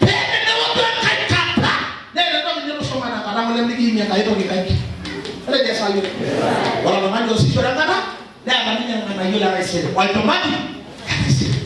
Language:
Masai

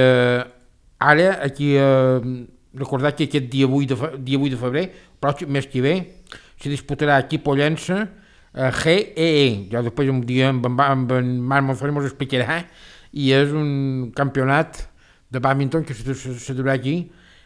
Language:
Catalan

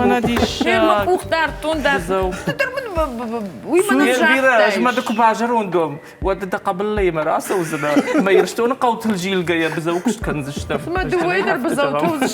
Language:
Ossetic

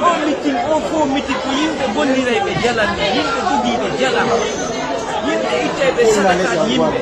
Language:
Fula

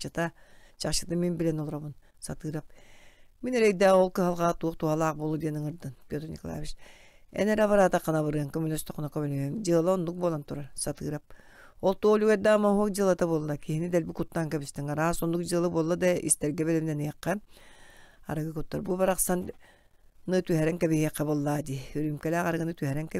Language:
Yakut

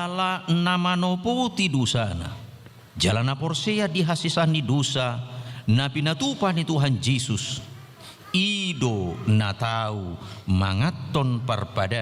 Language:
Batak Toba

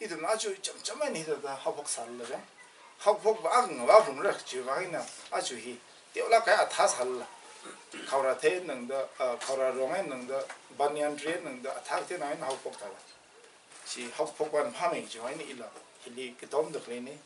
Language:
Tangkhul Naga (India)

